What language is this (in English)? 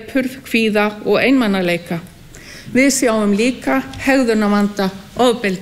Icelandic